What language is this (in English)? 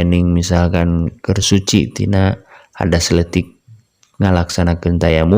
Sundanese